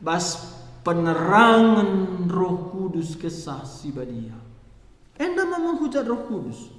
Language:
Batak Karo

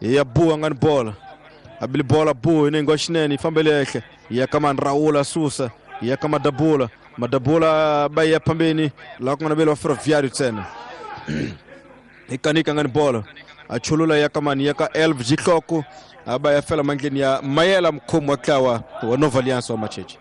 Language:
Tsonga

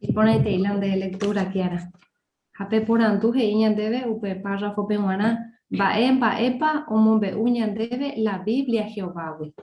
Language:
Guarani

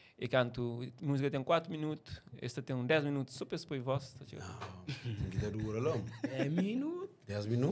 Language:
Kabuverdianu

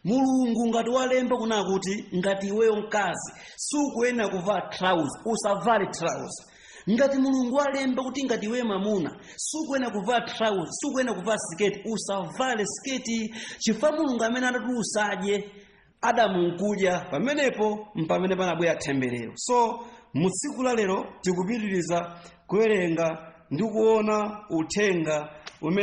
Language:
Nyanja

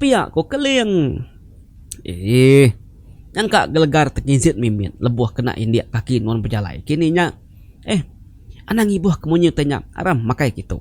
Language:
Iban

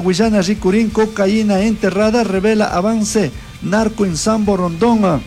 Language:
Chimborazo Highland Quichua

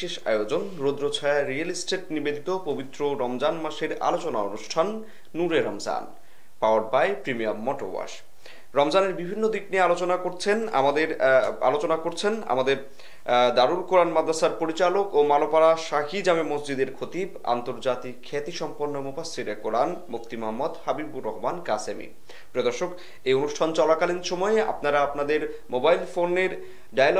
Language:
Bangla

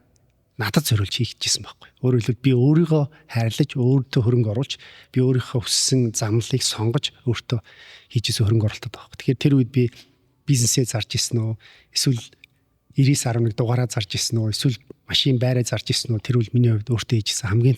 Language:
Mongolian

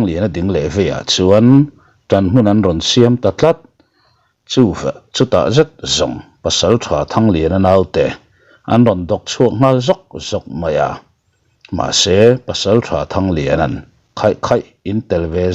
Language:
Mizo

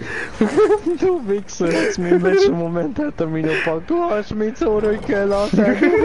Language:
Swiss German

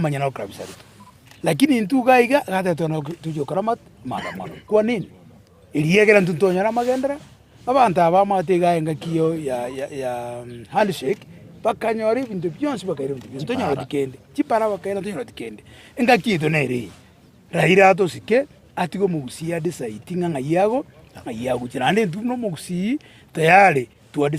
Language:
Gusii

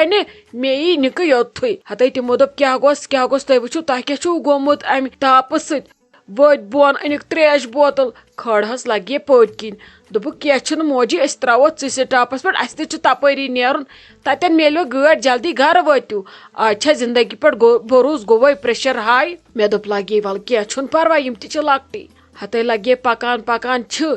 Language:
Kashmiri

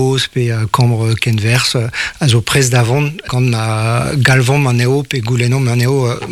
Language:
Breton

